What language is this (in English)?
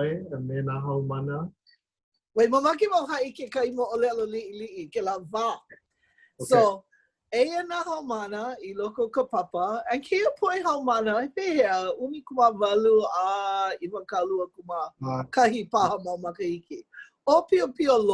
Hawaiian